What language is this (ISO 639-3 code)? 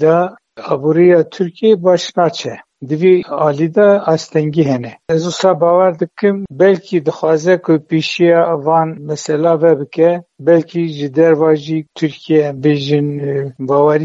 kur